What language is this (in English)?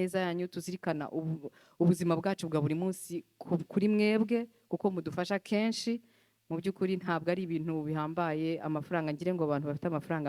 Kinyarwanda